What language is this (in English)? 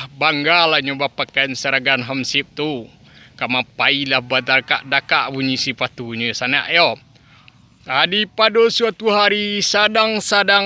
Minangkabau